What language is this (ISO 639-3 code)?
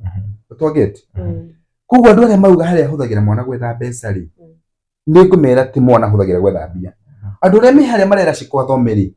kik